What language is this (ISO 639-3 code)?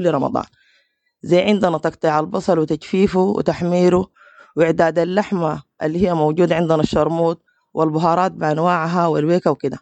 apd